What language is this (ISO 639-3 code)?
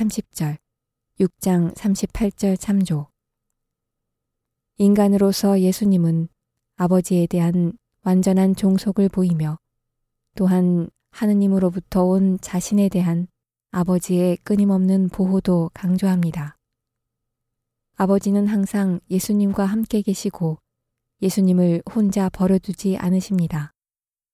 kor